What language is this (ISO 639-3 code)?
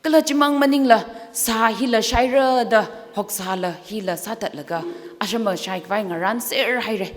nmf